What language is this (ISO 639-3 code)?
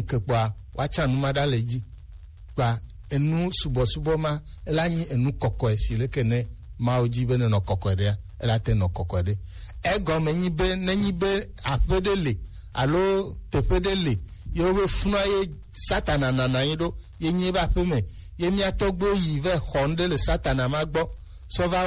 gej